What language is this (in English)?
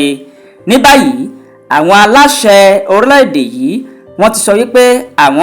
Yoruba